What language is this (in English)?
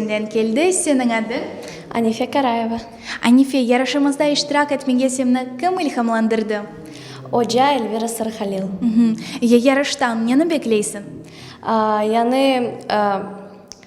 Crimean Tatar